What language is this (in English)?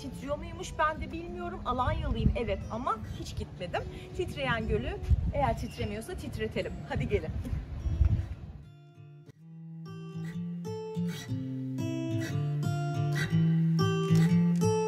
Turkish